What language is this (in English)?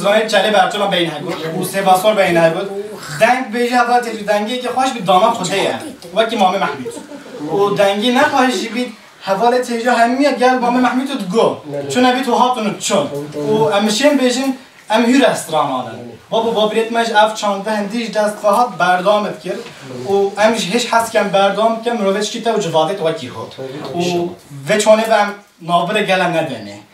Kurdish